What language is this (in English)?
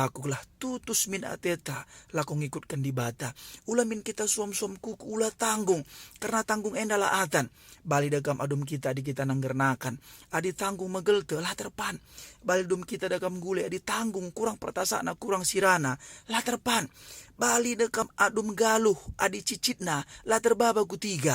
Batak Karo